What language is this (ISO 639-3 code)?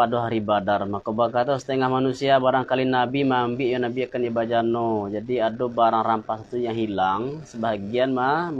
min